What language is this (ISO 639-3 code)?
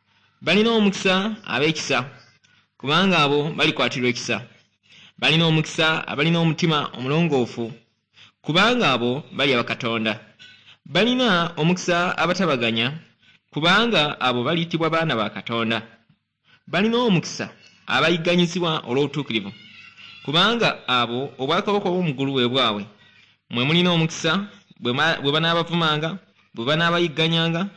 lug